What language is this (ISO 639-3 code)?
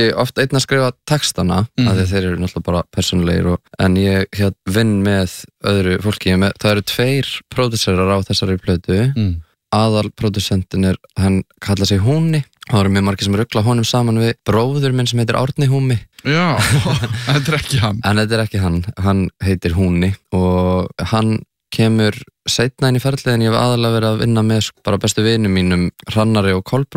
isl